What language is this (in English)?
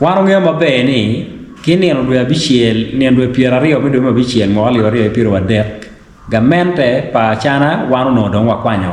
Acoli